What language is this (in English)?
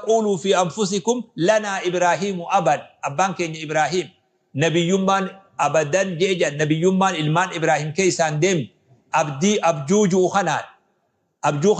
Oromo